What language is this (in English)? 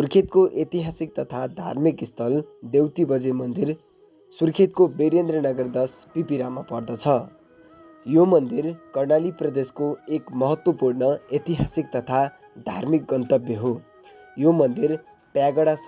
Nepali